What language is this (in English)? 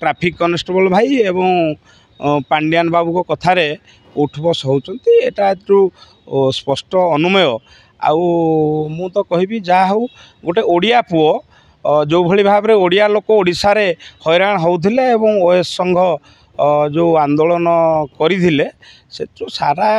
Odia